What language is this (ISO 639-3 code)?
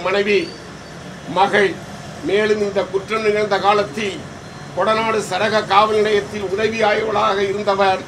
tam